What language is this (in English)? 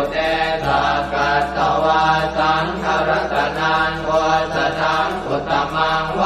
Pali